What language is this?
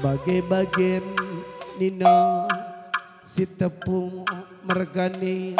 Batak Karo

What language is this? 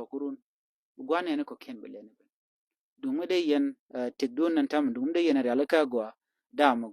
Nuer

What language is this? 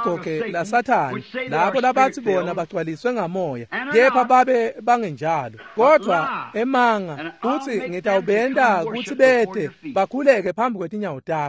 Swati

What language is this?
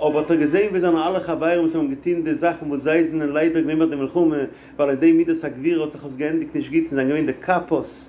Yiddish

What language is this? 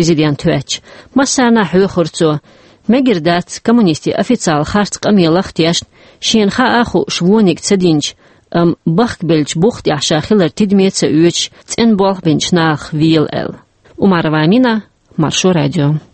Chechen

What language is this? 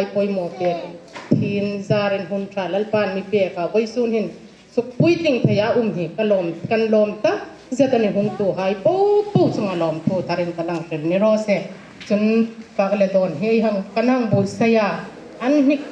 Hmar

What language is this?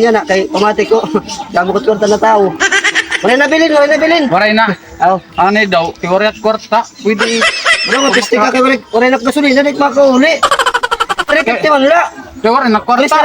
Waray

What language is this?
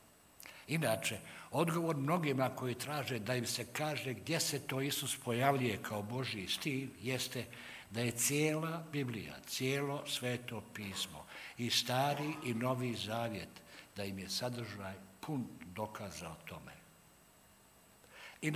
Bosnian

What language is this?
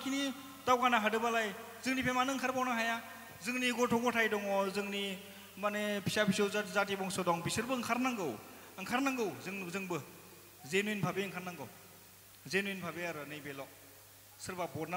Bodo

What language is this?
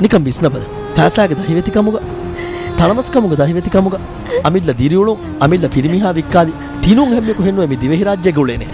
Divehi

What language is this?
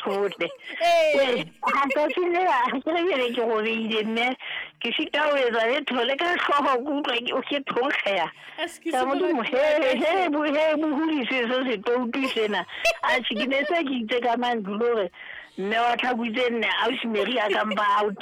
Southern Sotho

